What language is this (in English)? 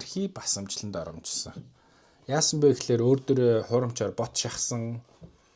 Mongolian